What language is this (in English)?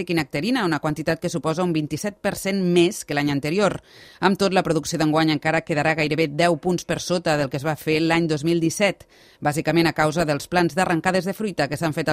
Catalan